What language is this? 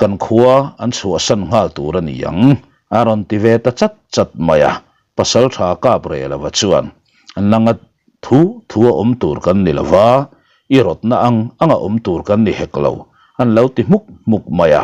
Mizo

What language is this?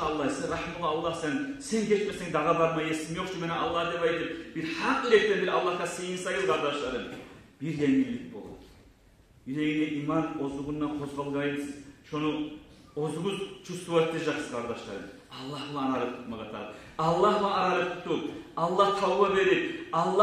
Kumyk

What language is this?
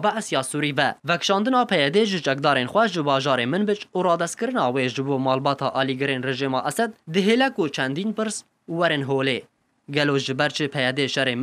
Kurdish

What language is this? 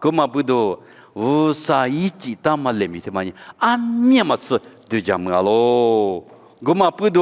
Lisu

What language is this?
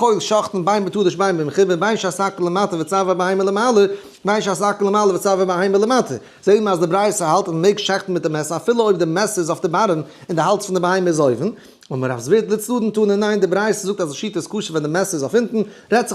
Yiddish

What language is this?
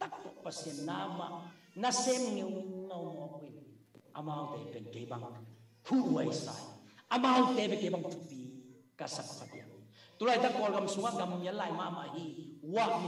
Tedim Chin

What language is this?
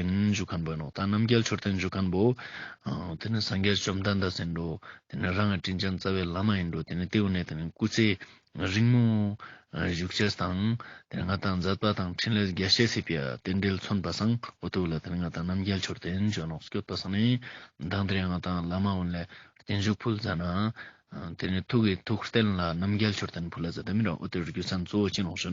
Ladakhi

